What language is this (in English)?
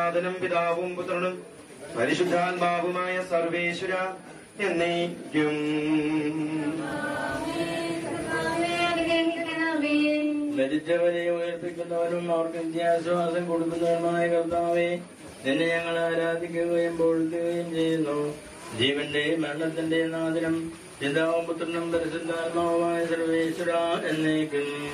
Malayalam